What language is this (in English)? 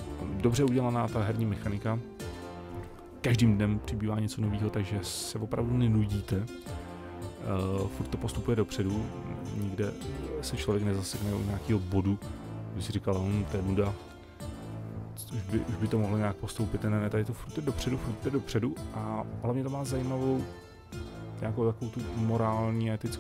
Czech